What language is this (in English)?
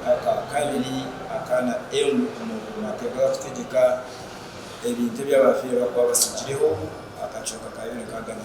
Nyankole